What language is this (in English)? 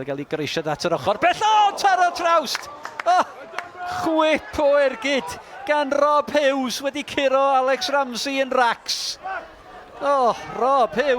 Welsh